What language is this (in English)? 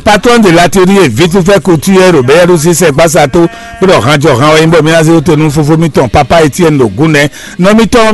Fon